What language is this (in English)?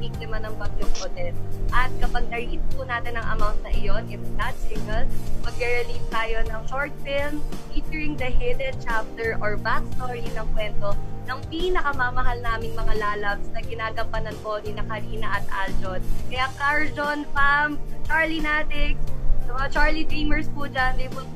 Filipino